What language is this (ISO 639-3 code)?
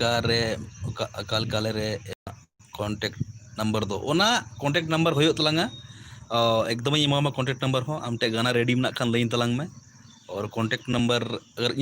sat